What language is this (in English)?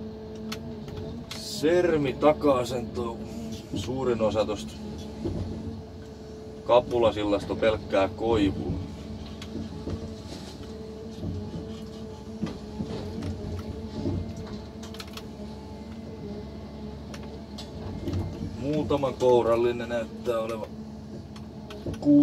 Finnish